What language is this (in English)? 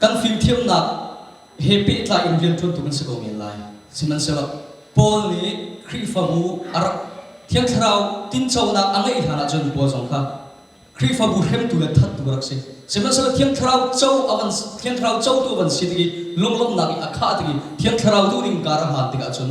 Hakha Chin